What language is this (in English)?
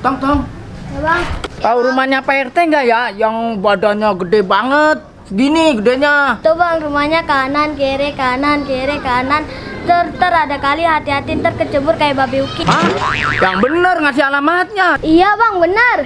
Betawi